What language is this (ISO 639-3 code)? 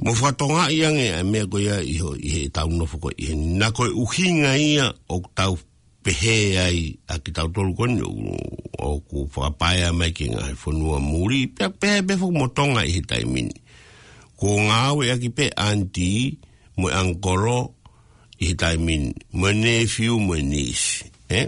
ton